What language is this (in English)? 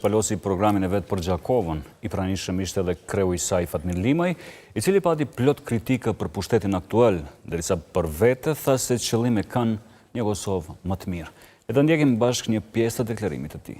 Albanian